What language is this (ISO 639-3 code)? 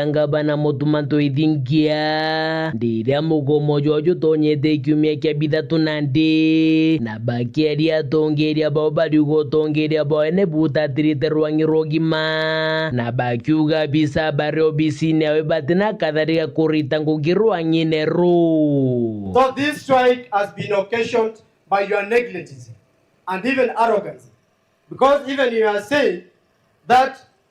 mer